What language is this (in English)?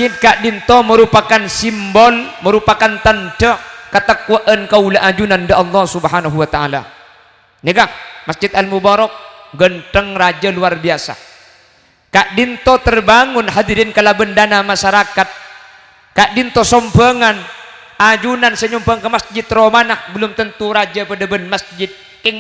Madurese